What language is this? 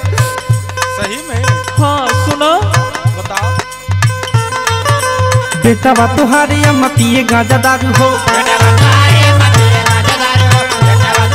Bhojpuri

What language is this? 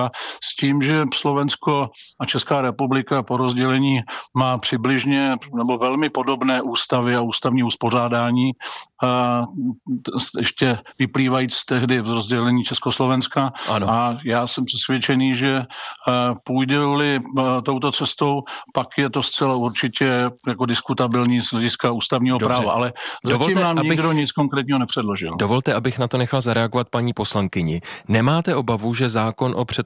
Czech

